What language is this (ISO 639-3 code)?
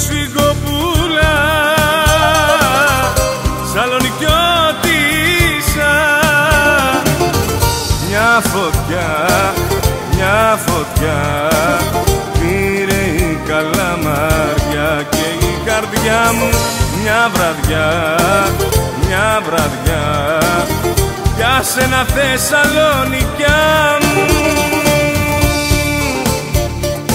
ell